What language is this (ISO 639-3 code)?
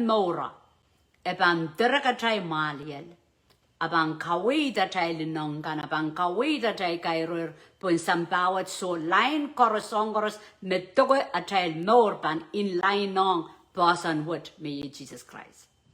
pon